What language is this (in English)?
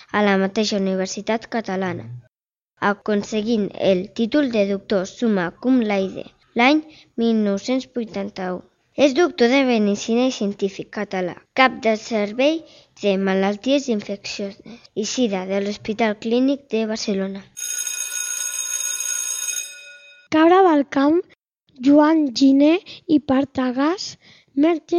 Catalan